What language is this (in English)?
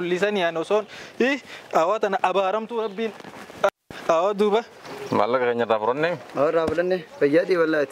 Oromo